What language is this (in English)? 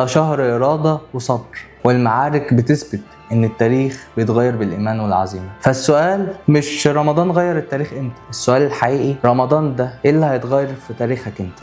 Egyptian Arabic